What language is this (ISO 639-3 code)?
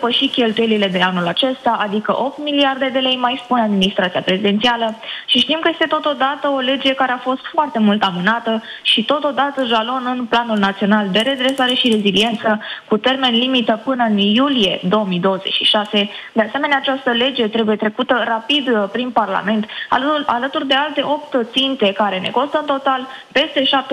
ron